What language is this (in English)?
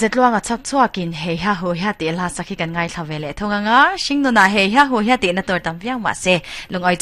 Mizo